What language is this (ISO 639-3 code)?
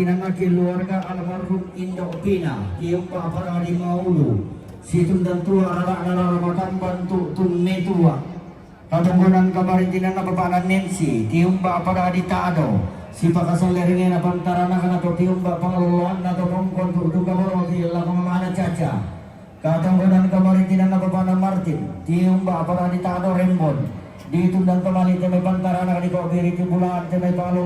sda